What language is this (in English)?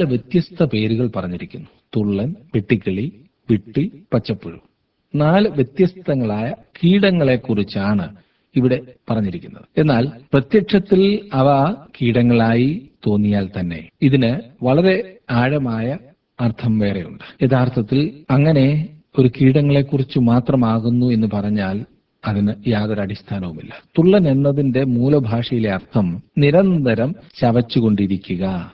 Malayalam